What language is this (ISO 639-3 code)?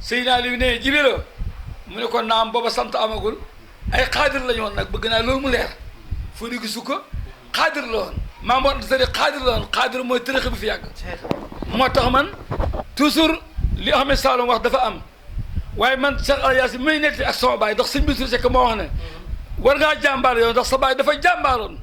wol